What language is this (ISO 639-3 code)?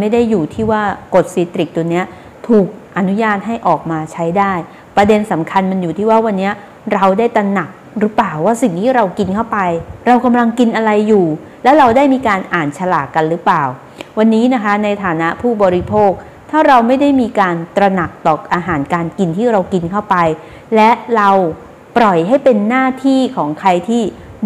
tha